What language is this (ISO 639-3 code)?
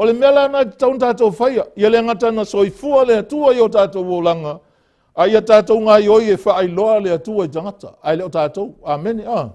smo